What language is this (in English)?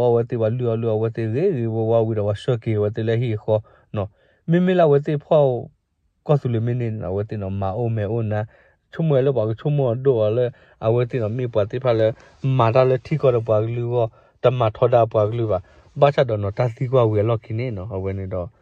S'gaw Karen